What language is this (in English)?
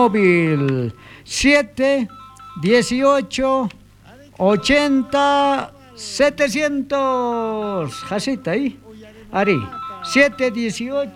South Bolivian Quechua